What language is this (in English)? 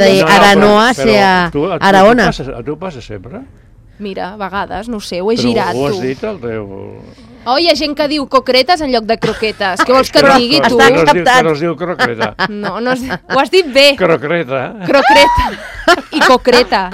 Catalan